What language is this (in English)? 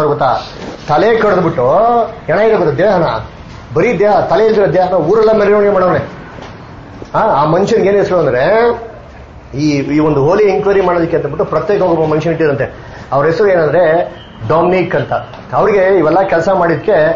Kannada